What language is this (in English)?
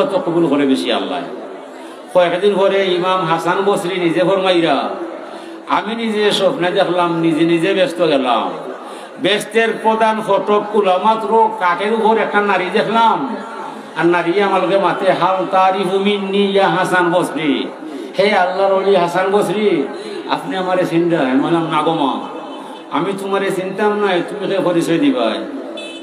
Sylheti